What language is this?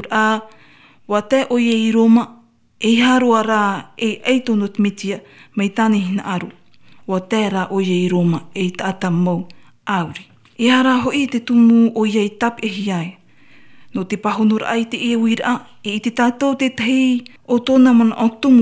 Tahitian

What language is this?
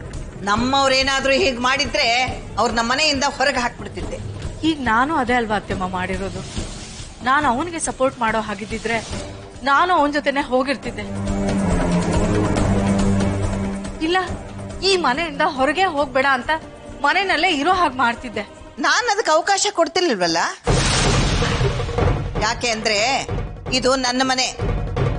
Kannada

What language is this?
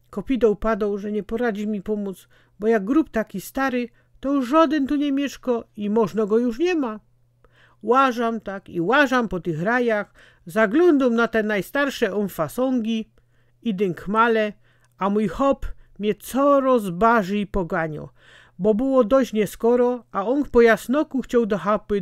Silesian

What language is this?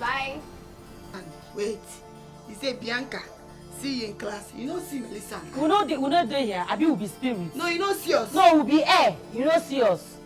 Nigerian Pidgin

